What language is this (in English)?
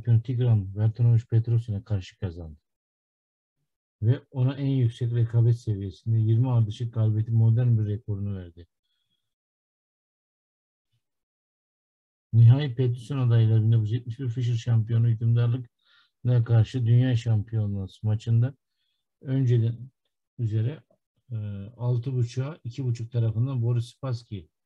Turkish